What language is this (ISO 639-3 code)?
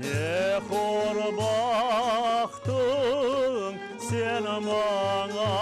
crh